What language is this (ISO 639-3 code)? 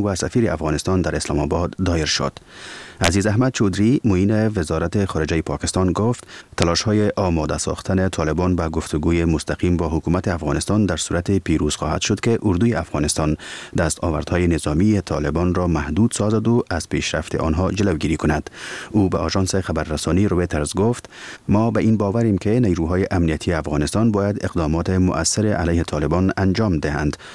fas